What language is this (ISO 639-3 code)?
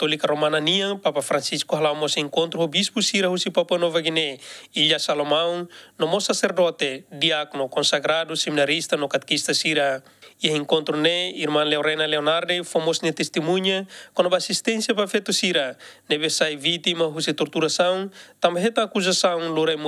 tet